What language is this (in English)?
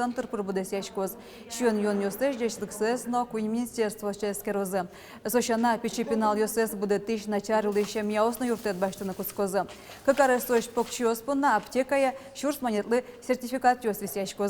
Udmurt